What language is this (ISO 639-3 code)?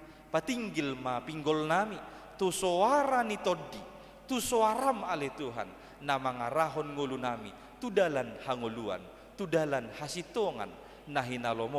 bbc